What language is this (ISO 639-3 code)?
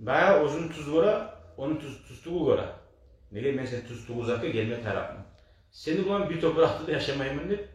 kum